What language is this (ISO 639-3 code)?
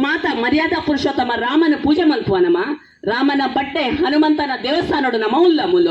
tcy